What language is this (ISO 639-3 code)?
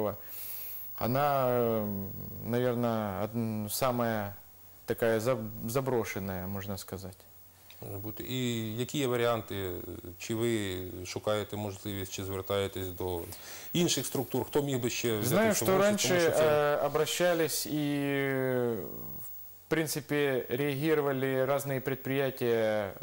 ukr